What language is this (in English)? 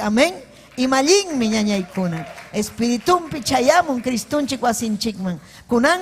Ayacucho Quechua